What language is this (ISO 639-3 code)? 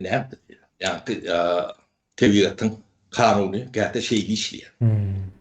tuk